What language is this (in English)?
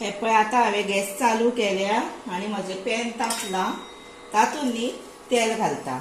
Konkani